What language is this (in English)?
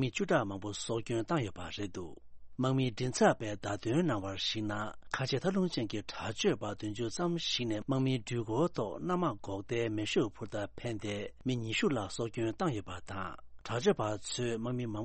Tibetan